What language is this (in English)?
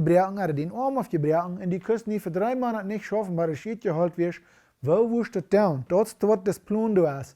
Plautdietsch